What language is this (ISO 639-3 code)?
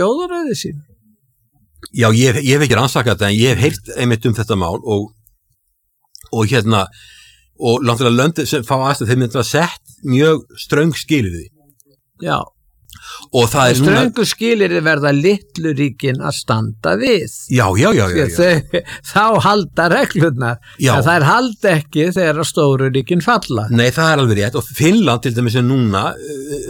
isl